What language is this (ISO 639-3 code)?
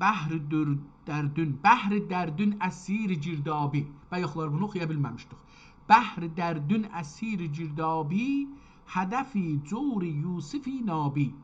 azb